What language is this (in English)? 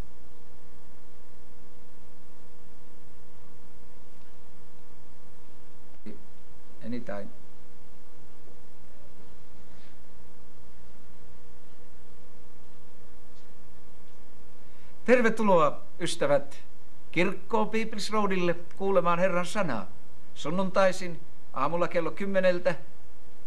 Finnish